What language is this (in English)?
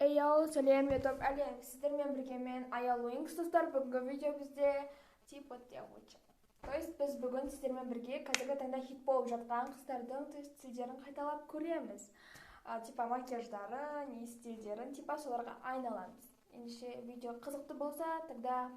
Kazakh